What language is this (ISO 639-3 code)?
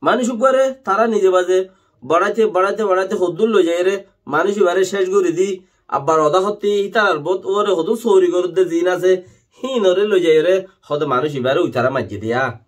rhg